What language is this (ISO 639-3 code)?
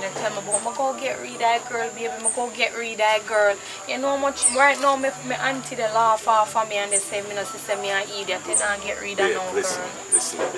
jam